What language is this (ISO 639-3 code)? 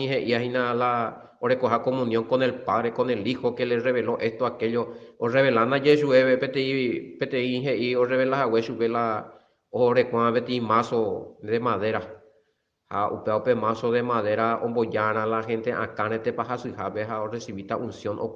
grn